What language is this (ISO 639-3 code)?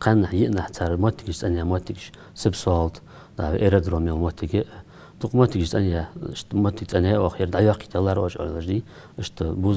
inh